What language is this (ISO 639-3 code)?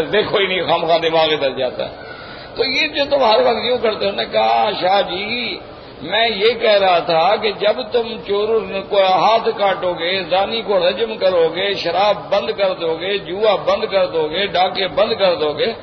urd